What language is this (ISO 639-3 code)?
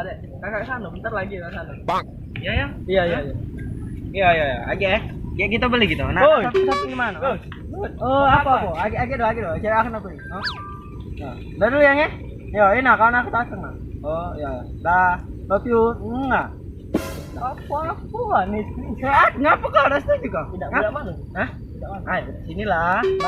mui